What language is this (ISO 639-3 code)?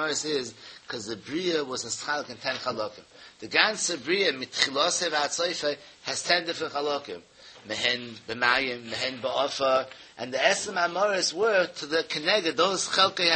yid